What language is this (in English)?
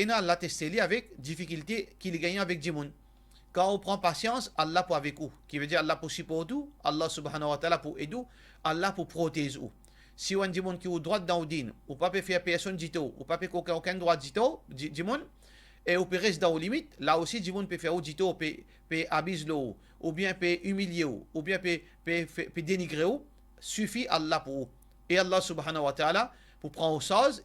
Morisyen